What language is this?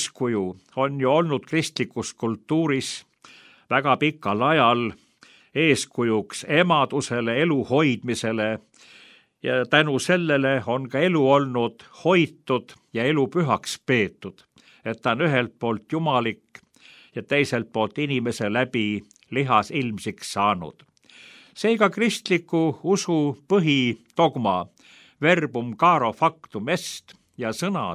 Estonian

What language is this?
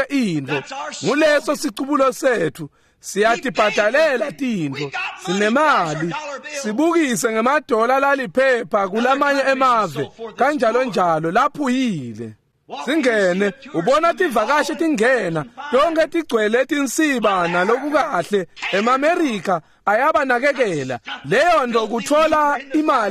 Swati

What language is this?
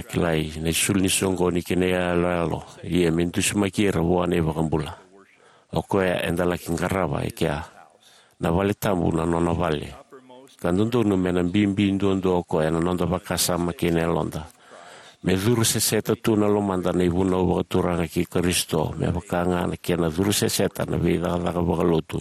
Fijian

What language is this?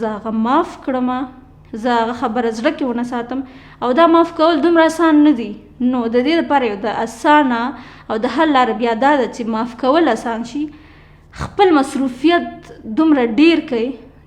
Pashto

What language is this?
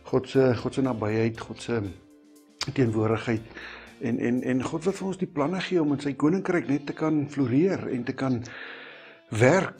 Afrikaans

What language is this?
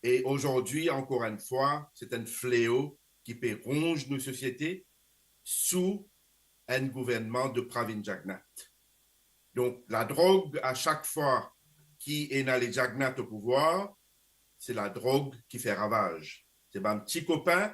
Morisyen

